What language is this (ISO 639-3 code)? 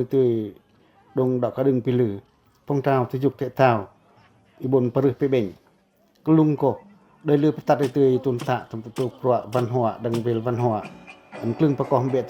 pac